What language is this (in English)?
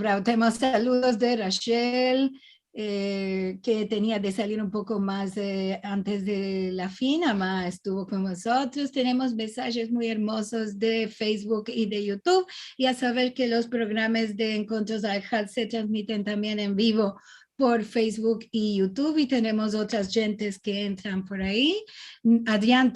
Ladino